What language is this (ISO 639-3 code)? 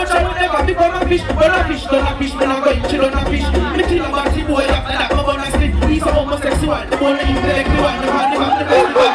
jam